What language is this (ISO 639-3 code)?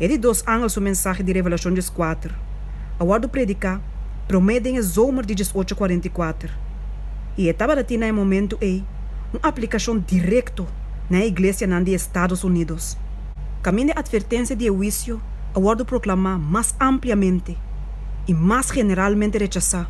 pap